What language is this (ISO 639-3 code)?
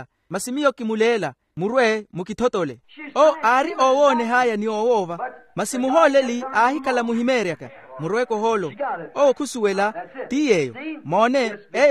vmw